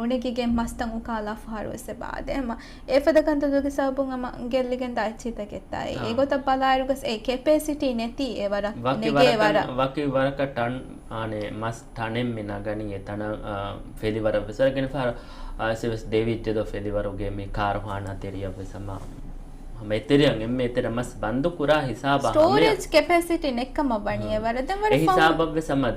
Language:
Divehi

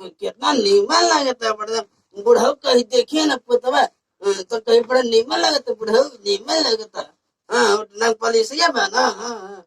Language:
Magahi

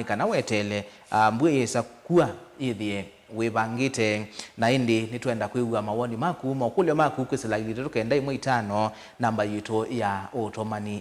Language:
Kamba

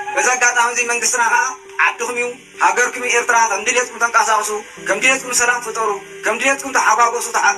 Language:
Tigrinya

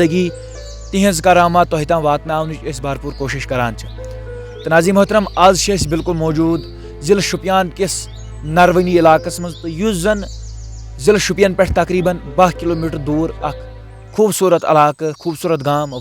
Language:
Kashmiri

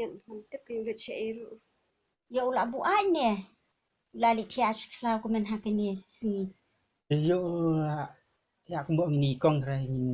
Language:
Khasi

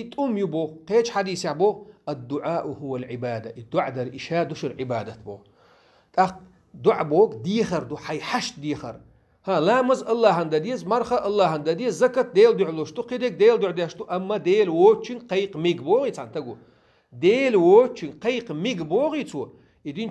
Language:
Chechen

